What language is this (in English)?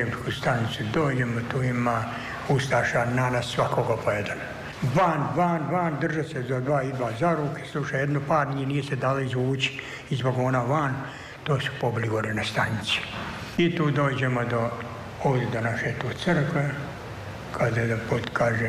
Serbian